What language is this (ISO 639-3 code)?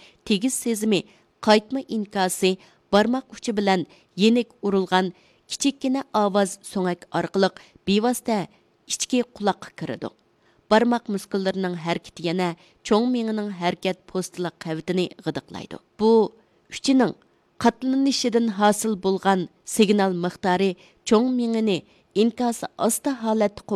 uig